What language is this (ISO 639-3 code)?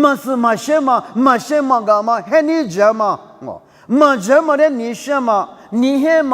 lis